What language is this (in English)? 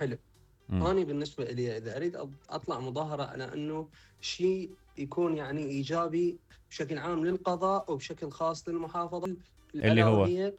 Mesopotamian Arabic